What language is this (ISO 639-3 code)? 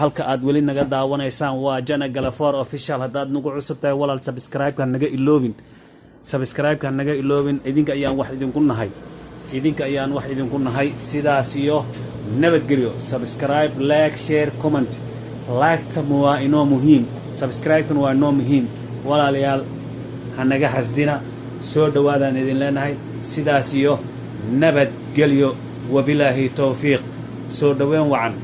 som